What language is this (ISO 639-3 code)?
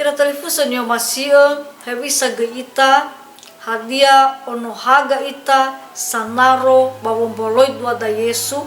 nia